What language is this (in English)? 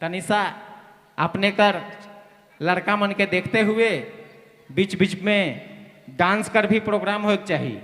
Sadri